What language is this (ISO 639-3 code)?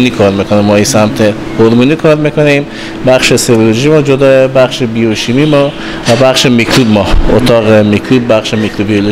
fas